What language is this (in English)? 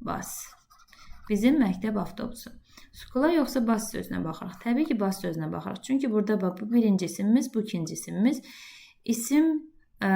Azerbaijani